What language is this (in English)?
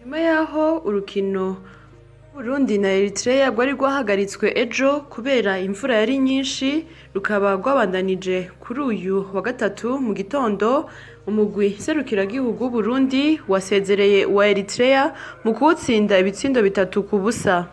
Rundi